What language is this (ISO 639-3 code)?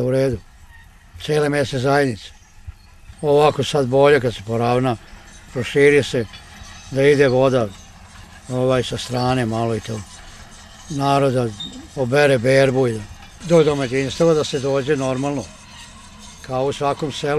srp